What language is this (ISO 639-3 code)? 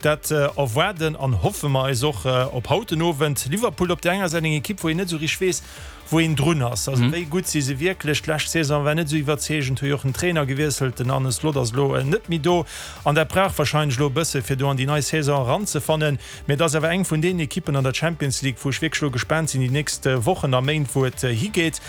ltz